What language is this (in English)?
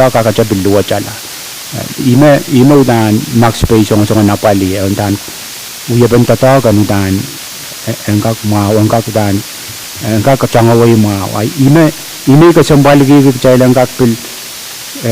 Pohnpeian